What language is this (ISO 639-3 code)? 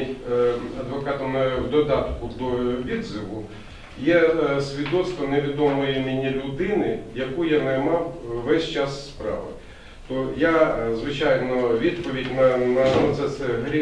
ukr